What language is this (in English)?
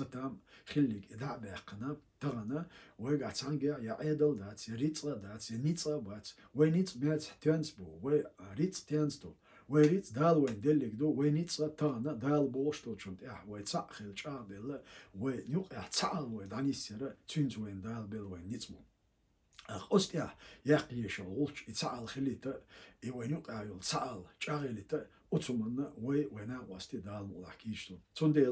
Chechen